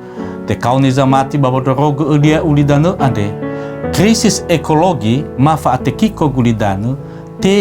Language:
Nias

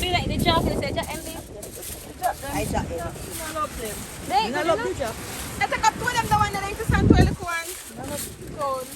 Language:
Jamaican Creole English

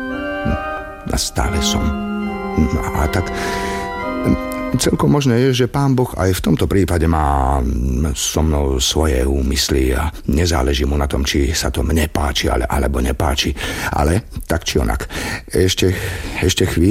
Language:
Slovak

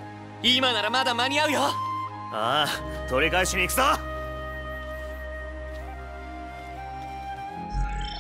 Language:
Japanese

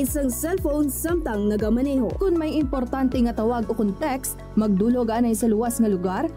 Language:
Hiligaynon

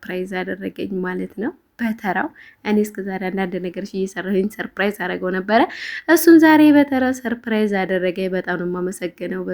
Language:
Amharic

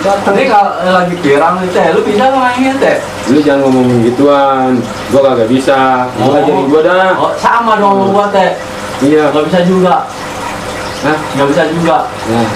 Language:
Betawi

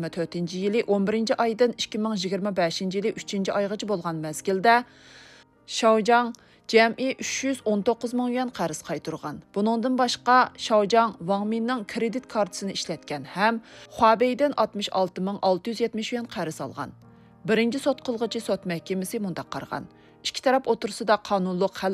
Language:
Uyghur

